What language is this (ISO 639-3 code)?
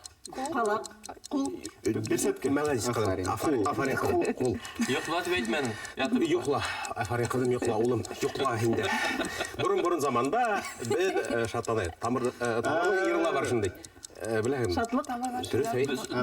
bak